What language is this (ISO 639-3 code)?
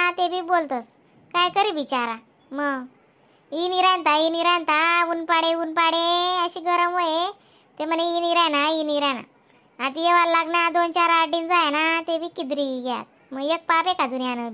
khn